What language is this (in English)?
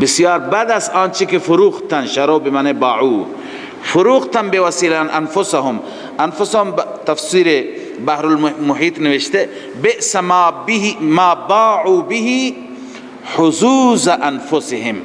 Persian